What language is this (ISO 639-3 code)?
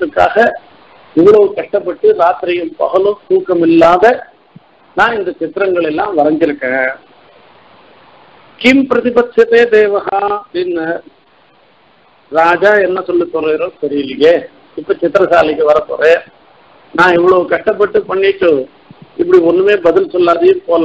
tam